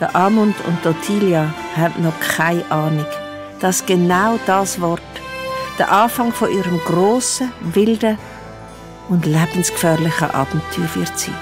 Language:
Swiss German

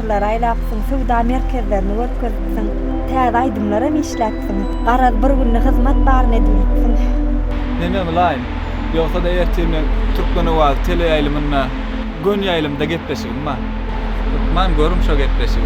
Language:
Turkmen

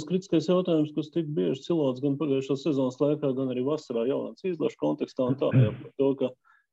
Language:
Latvian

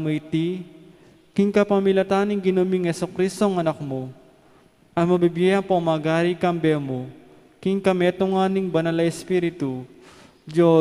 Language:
Pampanga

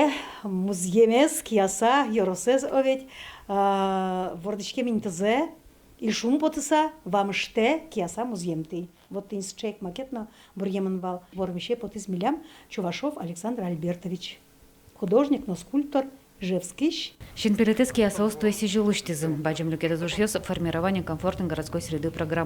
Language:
Udmurt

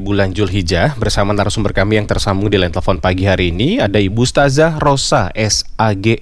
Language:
Indonesian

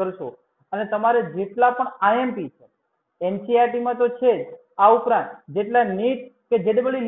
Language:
Gujarati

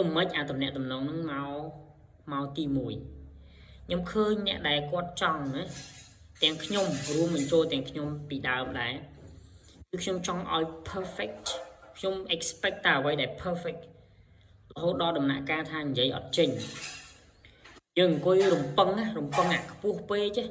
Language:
Khmer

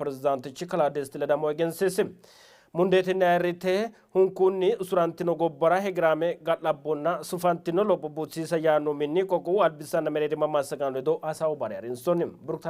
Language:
Sidamo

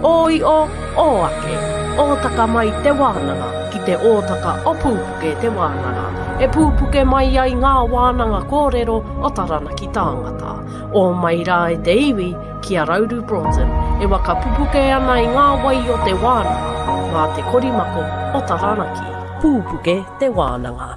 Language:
Māori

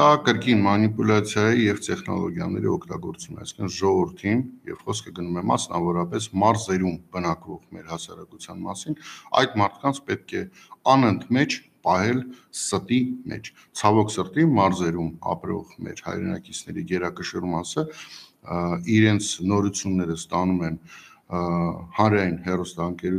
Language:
Armenian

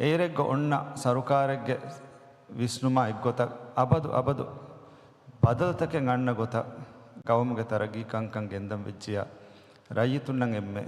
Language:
Divehi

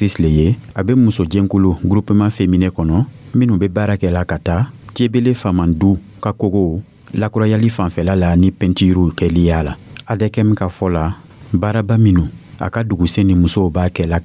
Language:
Dyula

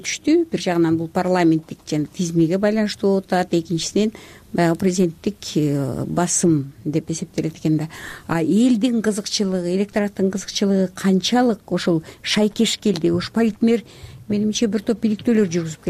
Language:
Kyrgyz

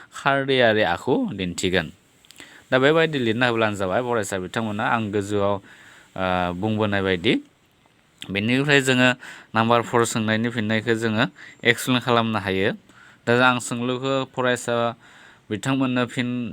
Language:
Bodo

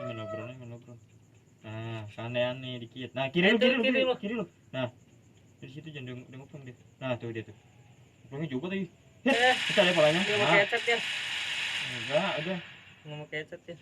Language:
Betawi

